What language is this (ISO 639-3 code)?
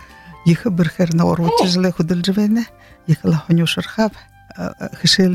bua